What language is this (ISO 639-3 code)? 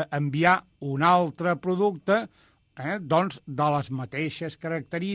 cat